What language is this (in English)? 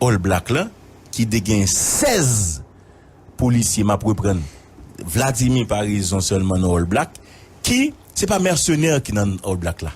Haitian Creole